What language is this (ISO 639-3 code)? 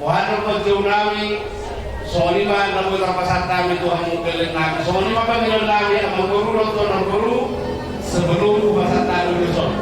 bbc